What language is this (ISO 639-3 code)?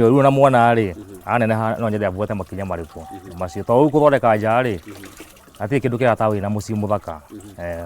kik